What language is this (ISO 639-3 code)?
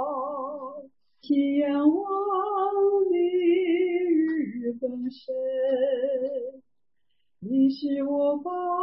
zho